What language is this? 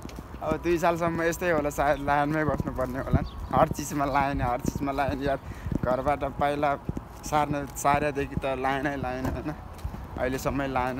Nepali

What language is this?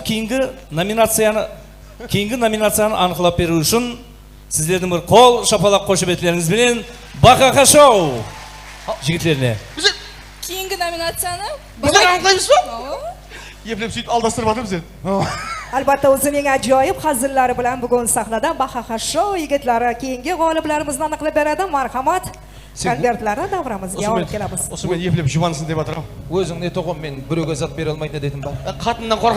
Kara-Kalpak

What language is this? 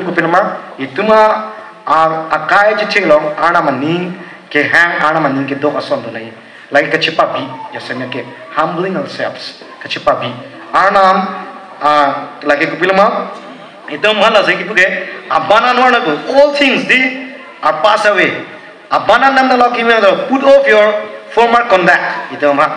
Karbi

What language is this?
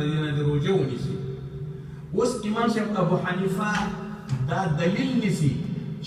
Pashto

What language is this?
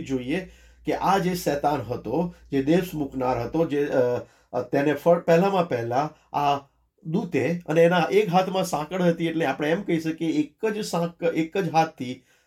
Gujarati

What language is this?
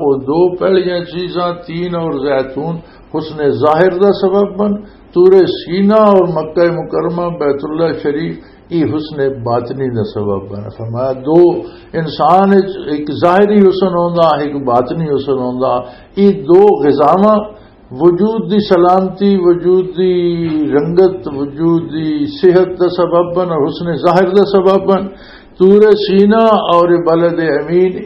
Western Panjabi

